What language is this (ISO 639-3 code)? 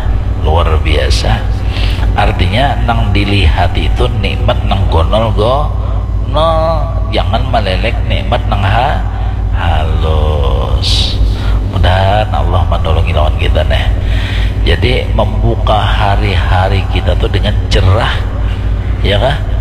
bjn